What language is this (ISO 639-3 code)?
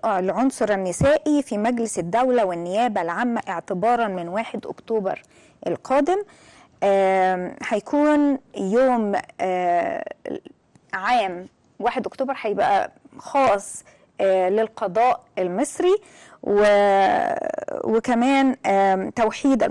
arz